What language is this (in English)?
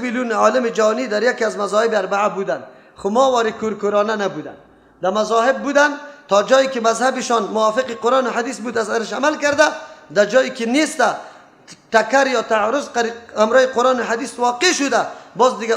Persian